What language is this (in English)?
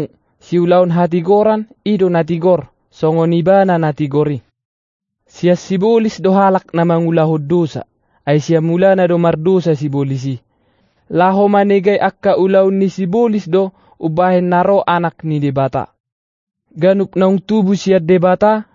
Batak Toba